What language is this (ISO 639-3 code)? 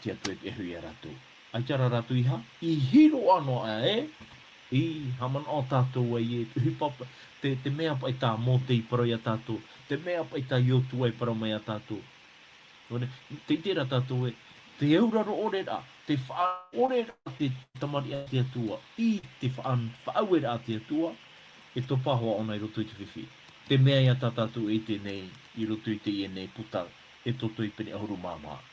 tah